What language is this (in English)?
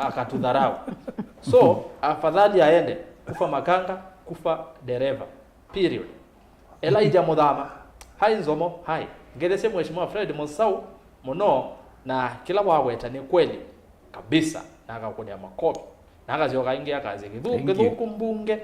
Kamba